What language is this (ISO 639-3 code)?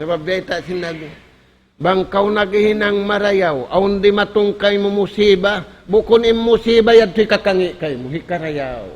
tsg